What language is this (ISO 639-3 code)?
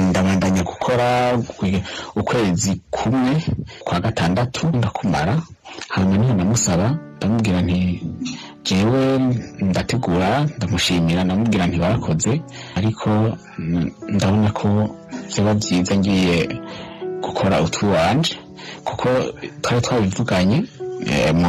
run